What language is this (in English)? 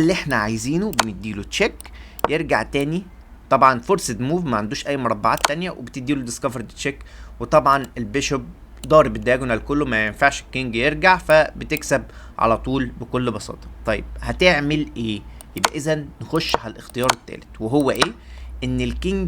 Egyptian Arabic